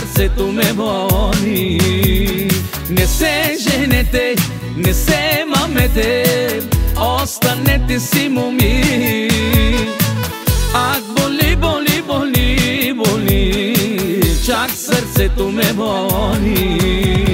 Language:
Bulgarian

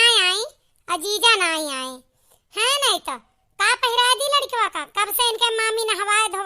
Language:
Awadhi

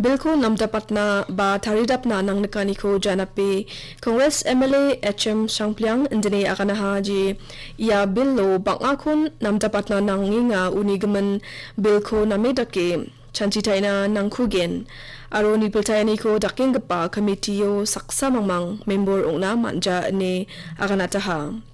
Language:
Garo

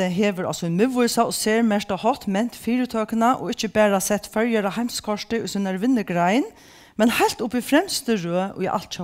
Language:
Faroese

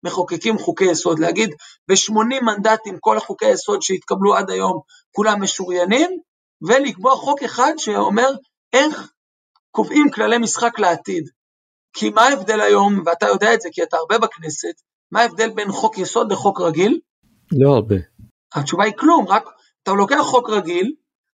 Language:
Hebrew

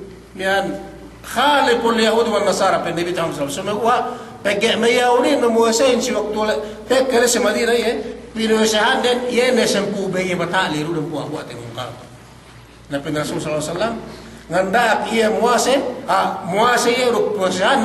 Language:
Yakan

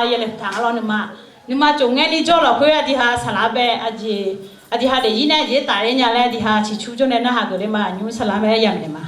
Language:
Akha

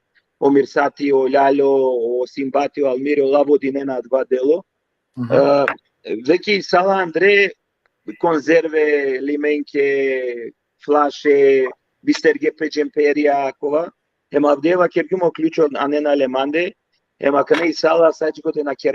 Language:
Balkan Romani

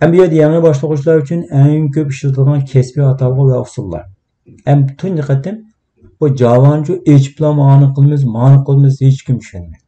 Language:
Uyghur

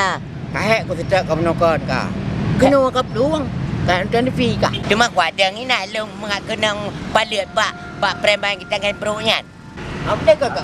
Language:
Achinese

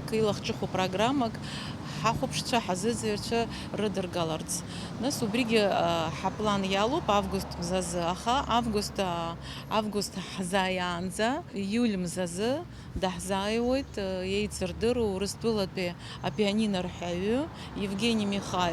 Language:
Abkhazian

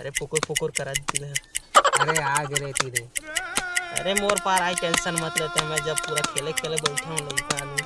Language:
Chhattisgarhi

